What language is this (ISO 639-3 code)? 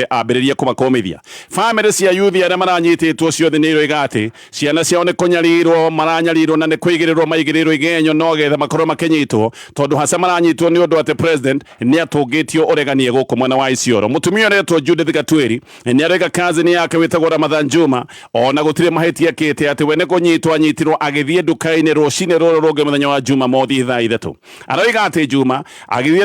kik